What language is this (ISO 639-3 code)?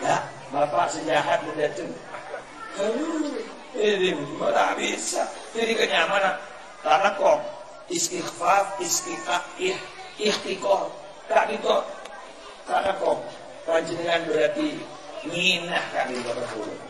mad